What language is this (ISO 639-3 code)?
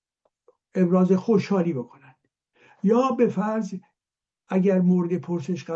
fas